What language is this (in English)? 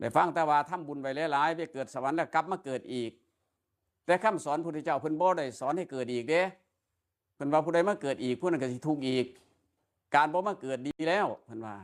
Northeastern Thai